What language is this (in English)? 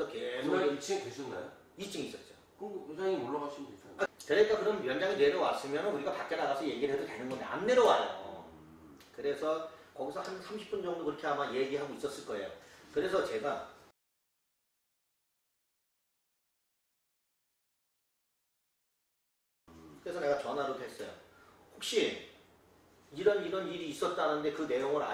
Korean